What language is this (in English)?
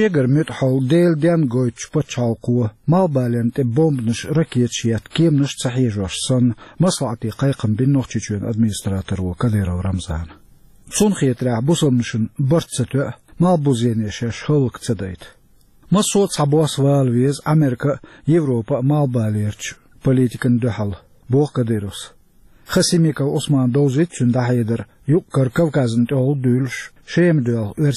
Chechen